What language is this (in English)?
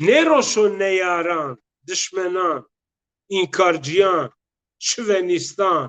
Zaza